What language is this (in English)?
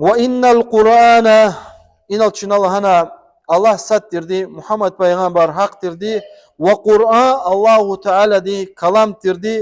Lezghian